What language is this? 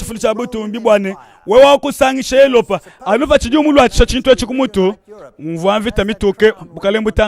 Luba-Lulua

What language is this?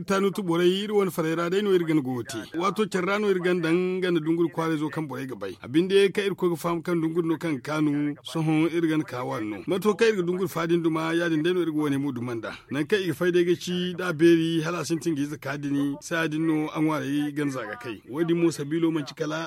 Zarma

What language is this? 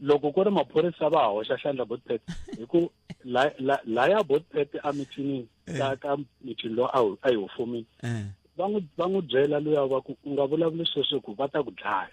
Tsonga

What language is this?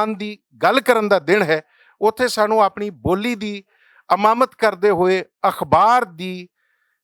Western Panjabi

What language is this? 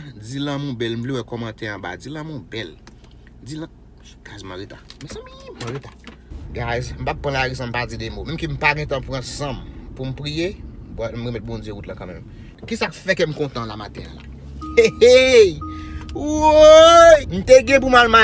Haitian Creole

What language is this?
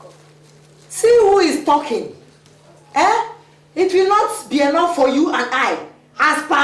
Nigerian Pidgin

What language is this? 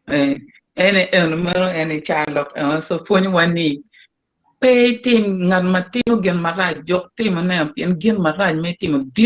Acoli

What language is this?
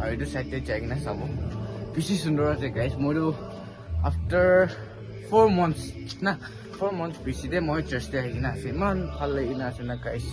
Naga Pidgin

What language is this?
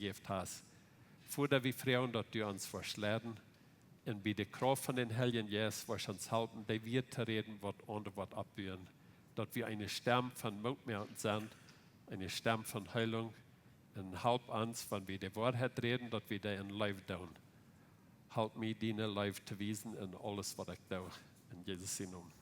Plautdietsch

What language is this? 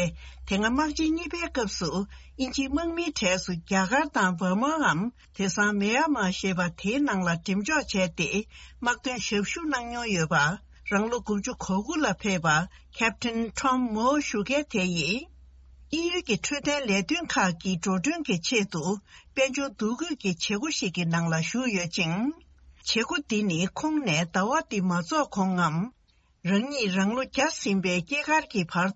Tibetan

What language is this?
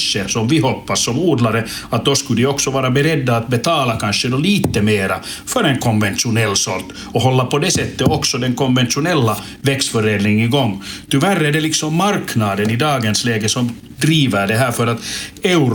Swedish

